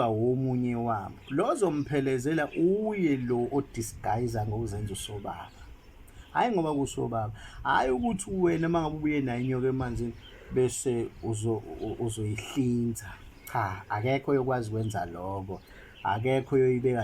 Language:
Zulu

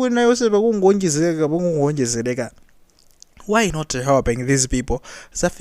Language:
Nyanja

